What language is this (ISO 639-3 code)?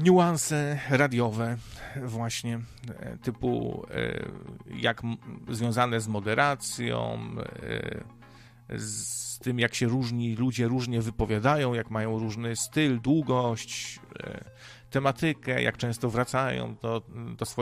pol